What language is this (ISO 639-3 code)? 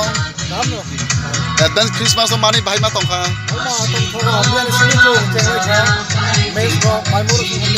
trp